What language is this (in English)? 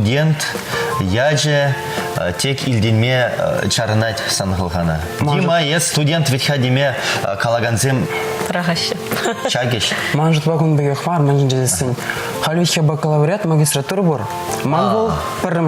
Chuvash